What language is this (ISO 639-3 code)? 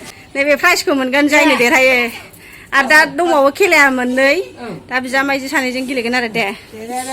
brx